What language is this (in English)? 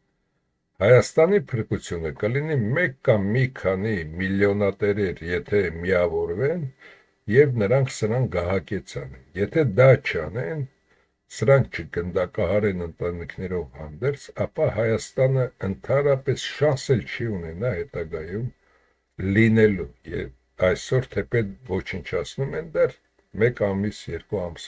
Armenian